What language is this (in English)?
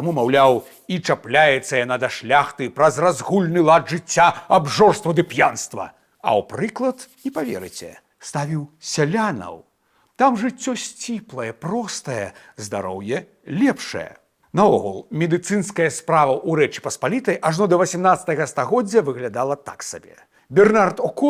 Belarusian